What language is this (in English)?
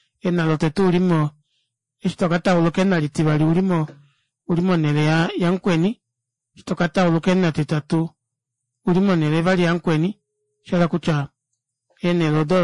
Kuanyama